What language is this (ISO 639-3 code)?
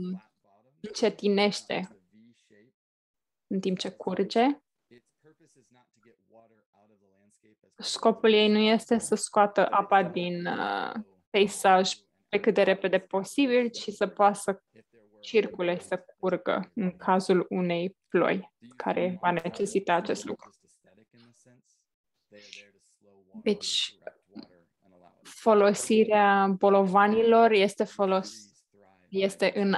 ron